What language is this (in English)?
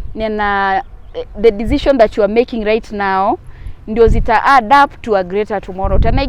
Masai